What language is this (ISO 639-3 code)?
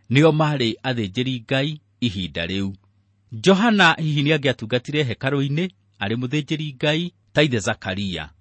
kik